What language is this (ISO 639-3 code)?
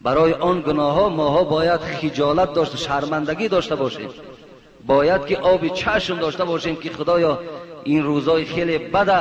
tgk